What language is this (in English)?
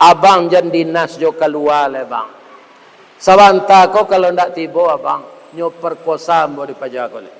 Minangkabau